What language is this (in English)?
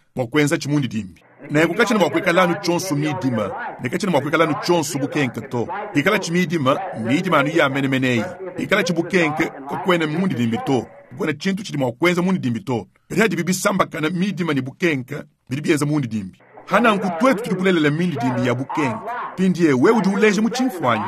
Luba-Lulua